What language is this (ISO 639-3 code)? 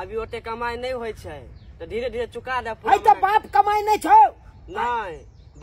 mai